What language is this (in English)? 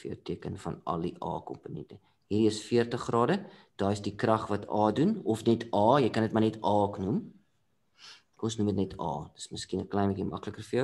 Afrikaans